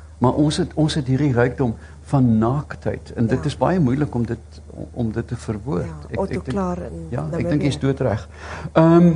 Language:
Afrikaans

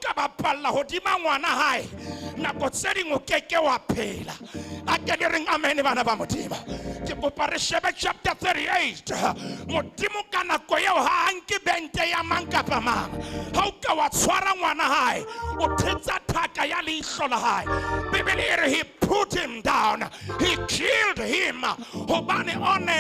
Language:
Southern Sotho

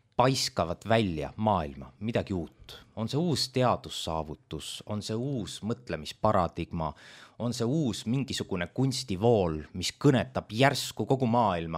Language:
Estonian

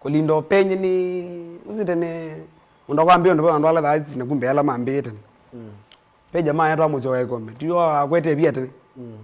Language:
Kamba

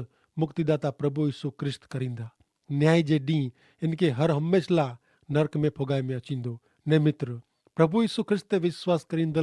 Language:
Kachhi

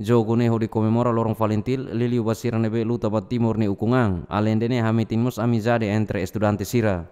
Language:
Tetum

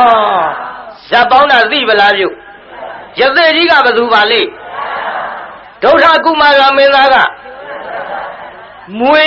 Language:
Burmese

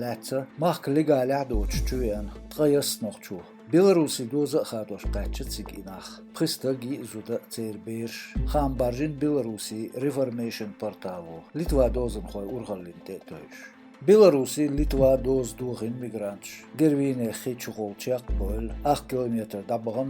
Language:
Chechen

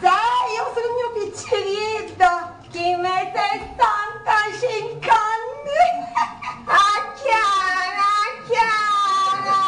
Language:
Sicilian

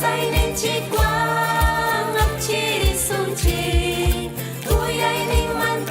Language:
Ayacucho Quechua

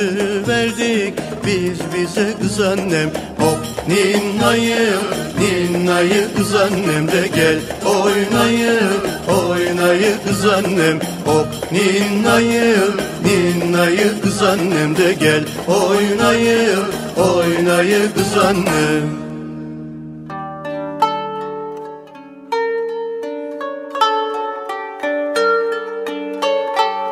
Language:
Turkish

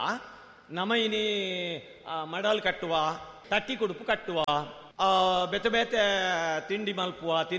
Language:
Tulu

